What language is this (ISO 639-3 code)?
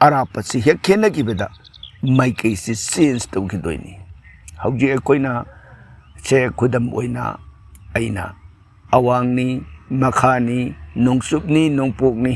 mni